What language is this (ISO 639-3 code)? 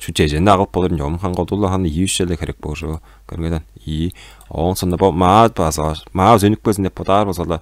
tyv